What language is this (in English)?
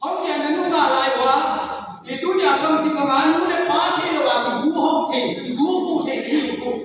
Tedim Chin